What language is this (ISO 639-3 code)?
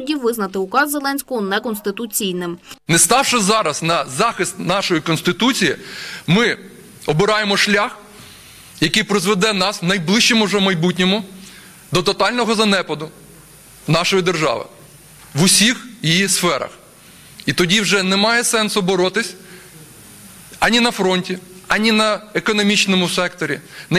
ukr